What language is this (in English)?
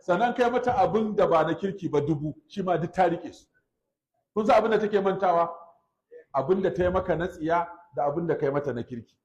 Hausa